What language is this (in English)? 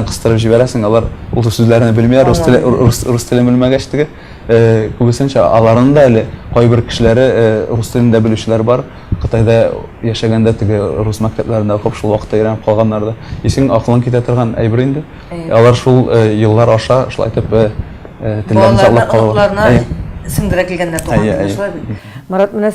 Tatar